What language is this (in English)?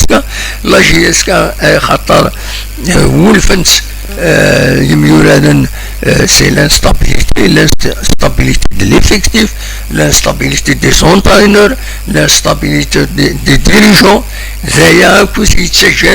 Kabyle